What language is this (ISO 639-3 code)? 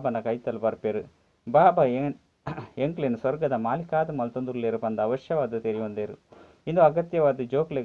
tcy